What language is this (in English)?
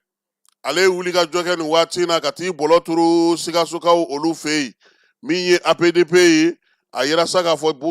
Bambara